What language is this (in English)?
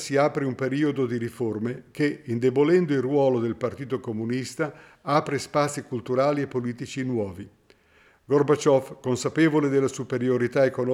Italian